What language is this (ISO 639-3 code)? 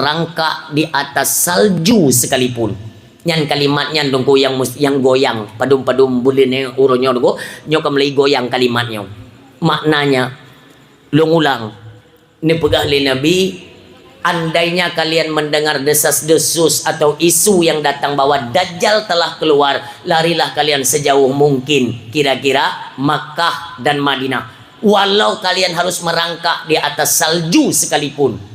ace